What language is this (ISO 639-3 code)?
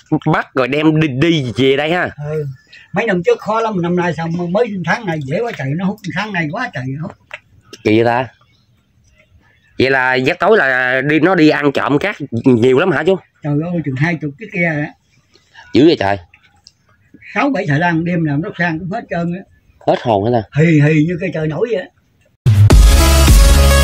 vie